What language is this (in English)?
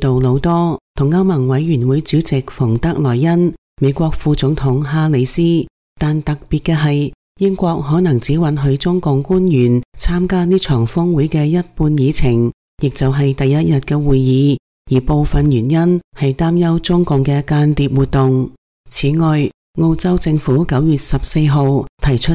Cantonese